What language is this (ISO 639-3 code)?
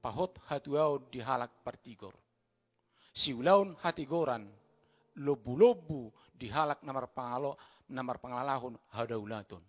bbc